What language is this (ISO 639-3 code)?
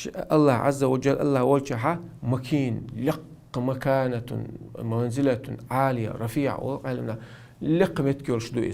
che